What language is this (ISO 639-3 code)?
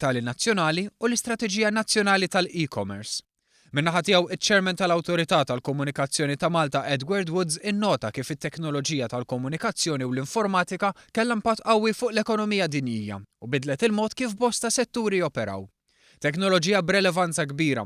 mlt